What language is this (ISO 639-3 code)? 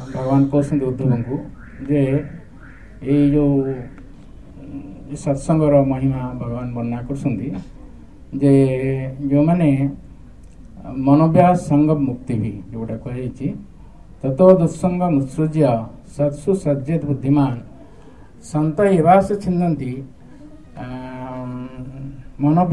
ori